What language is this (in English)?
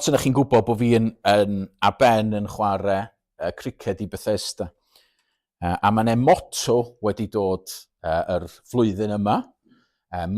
Welsh